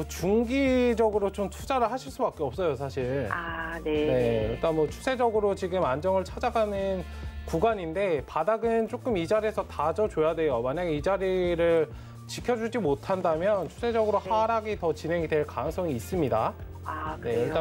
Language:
Korean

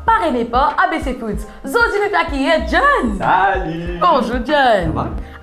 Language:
Morisyen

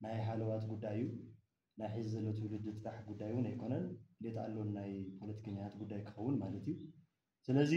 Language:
Tigrinya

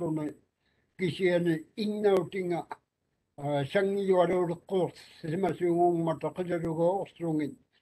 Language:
Māori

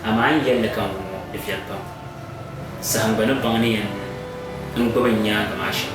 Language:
Dagbani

